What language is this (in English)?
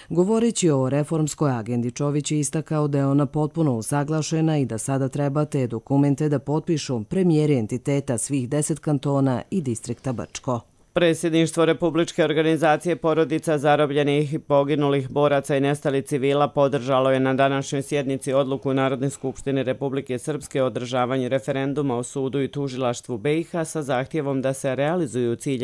Croatian